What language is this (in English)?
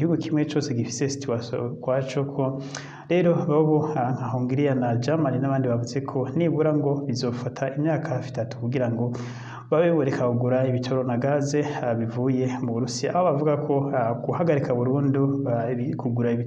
Rundi